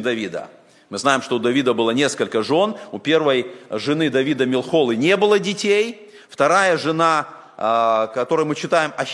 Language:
Russian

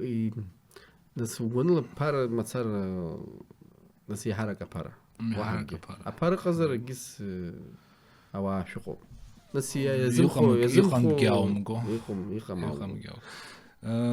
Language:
Abkhazian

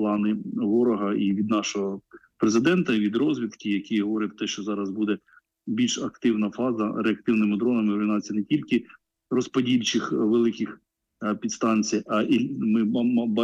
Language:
Ukrainian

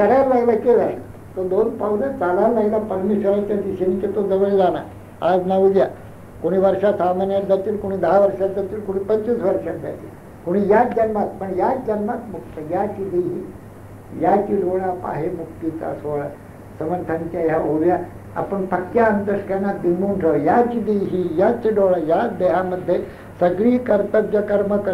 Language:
Marathi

